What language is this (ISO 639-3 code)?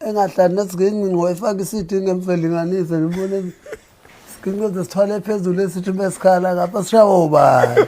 zul